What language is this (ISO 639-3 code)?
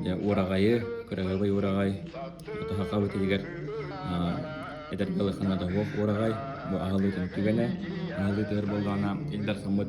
sah